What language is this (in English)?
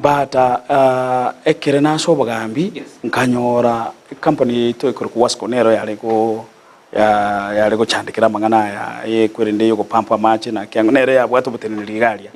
Gusii